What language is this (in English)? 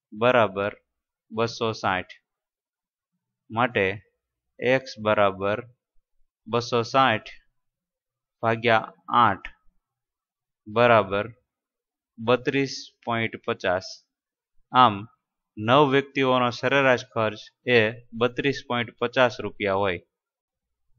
Gujarati